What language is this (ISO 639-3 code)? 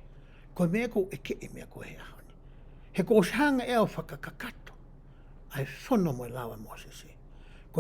ton